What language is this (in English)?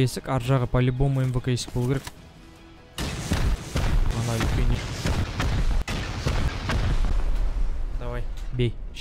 Kazakh